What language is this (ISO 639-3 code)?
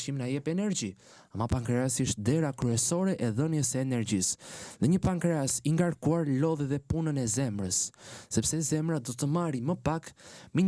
sqi